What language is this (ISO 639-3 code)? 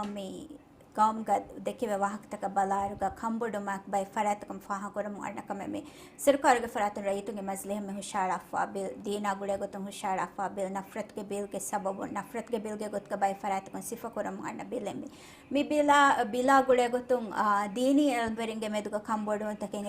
div